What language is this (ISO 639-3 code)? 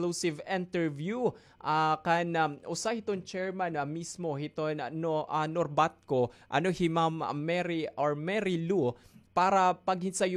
war